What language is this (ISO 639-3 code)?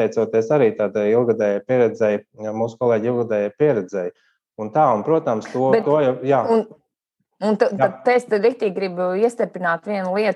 lav